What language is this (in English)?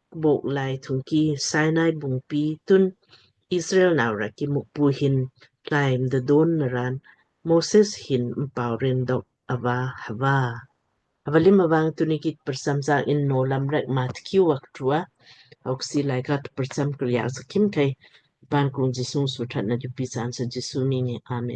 Lamkang